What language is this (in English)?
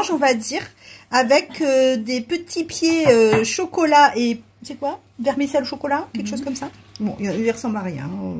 French